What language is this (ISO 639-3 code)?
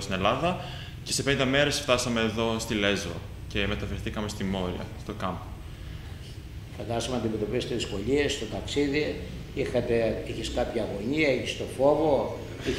ell